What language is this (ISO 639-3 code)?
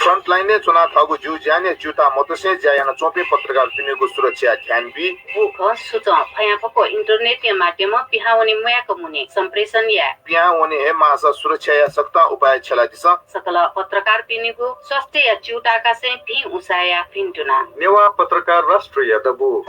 new